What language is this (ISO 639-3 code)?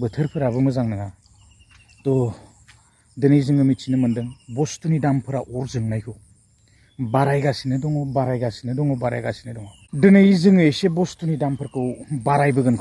brx